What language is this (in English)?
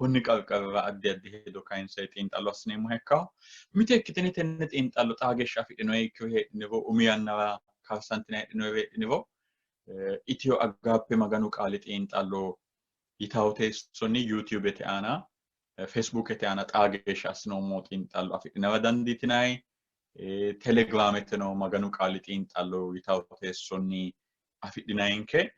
Sidamo